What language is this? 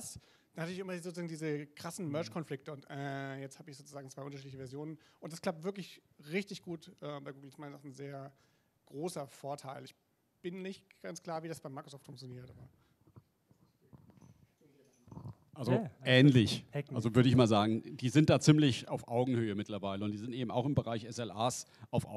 German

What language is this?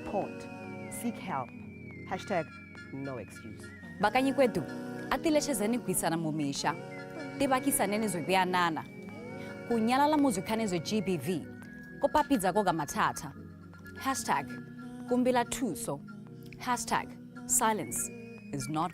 Tswana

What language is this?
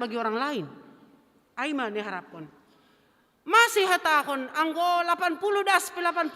Batak Simalungun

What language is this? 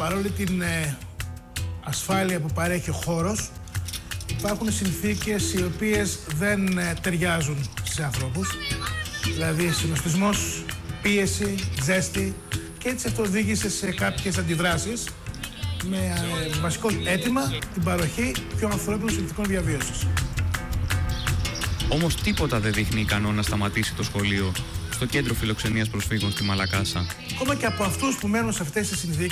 Greek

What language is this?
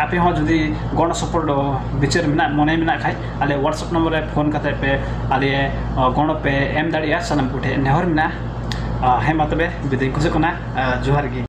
Santali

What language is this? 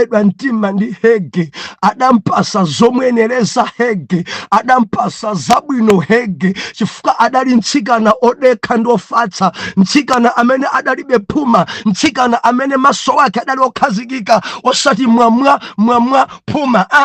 Nyanja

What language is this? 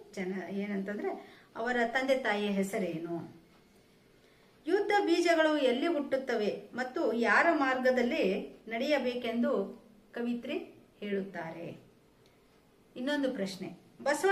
Kannada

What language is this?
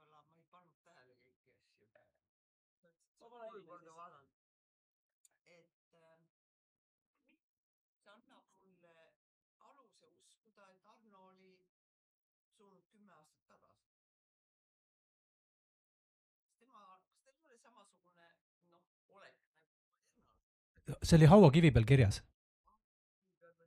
Estonian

